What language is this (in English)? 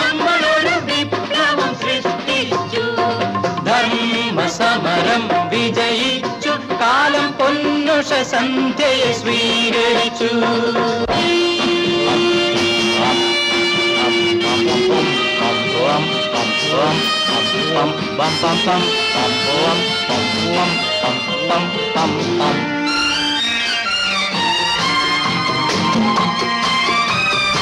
Malayalam